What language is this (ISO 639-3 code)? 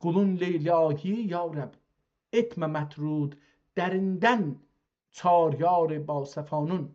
azb